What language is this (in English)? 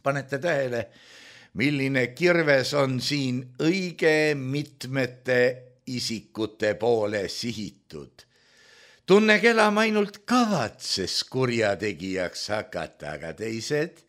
Estonian